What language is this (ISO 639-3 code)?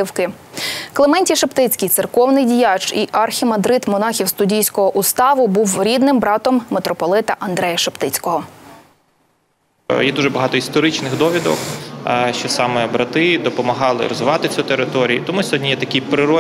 ukr